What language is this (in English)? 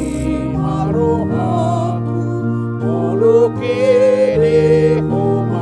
Batak Toba